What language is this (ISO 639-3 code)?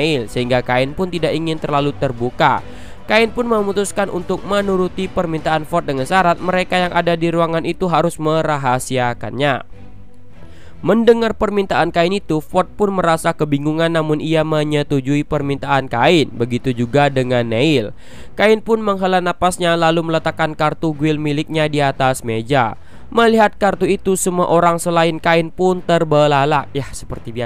ind